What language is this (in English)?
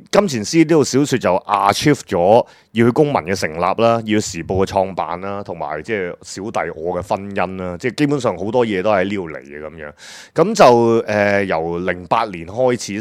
Cantonese